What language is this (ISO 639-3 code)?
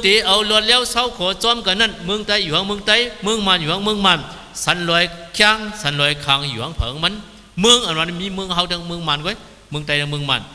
shn